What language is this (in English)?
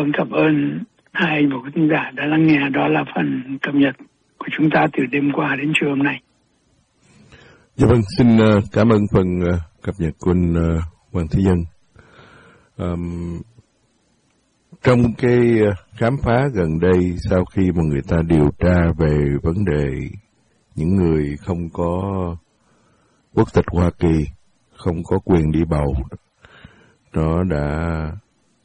Vietnamese